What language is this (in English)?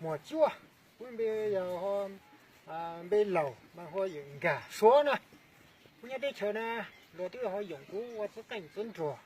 Hmong